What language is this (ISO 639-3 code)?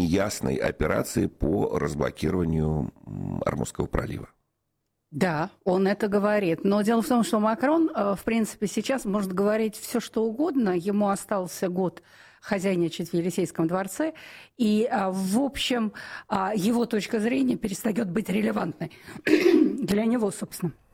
rus